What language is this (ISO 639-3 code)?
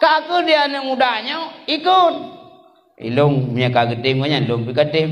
ace